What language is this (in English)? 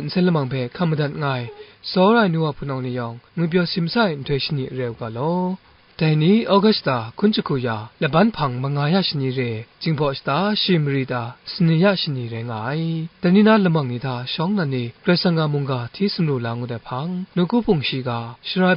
Kachin